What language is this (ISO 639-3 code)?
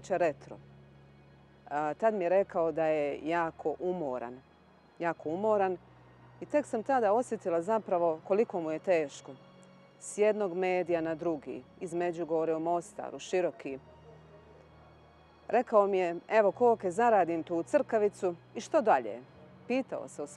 hrv